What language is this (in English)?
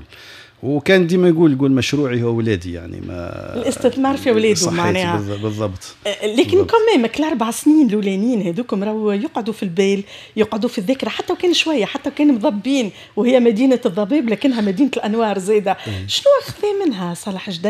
Tunisian Arabic